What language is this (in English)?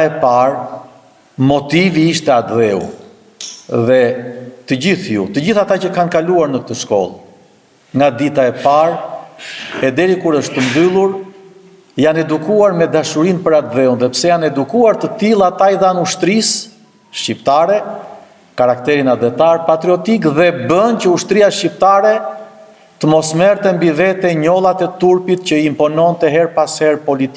Albanian